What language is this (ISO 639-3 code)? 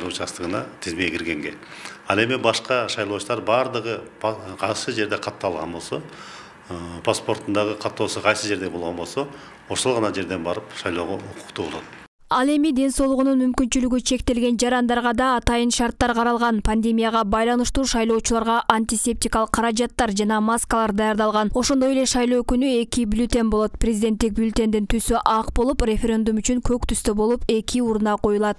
kir